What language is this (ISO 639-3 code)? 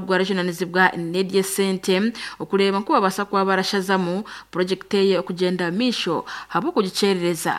nyn